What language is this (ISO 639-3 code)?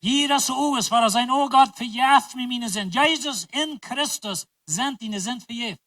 pdt